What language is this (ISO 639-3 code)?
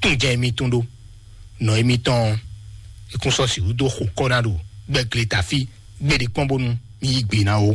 fon